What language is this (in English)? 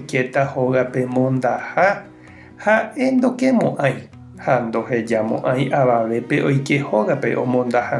Guarani